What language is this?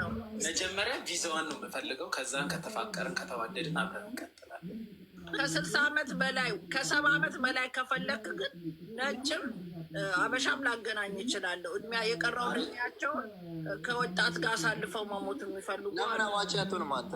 Amharic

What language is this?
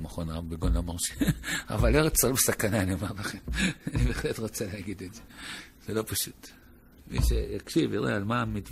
Hebrew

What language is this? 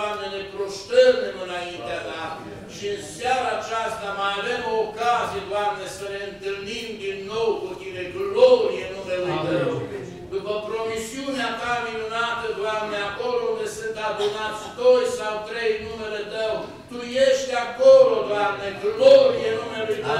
Romanian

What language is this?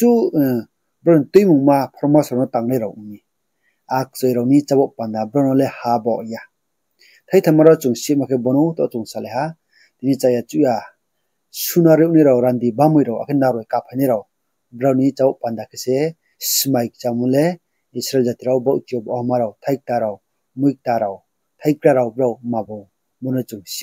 Riang (India)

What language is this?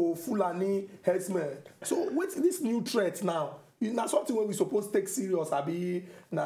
Nigerian Pidgin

